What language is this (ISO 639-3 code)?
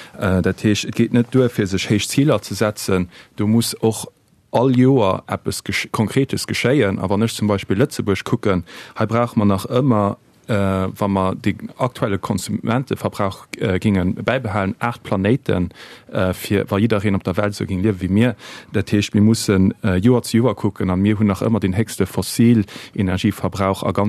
ltz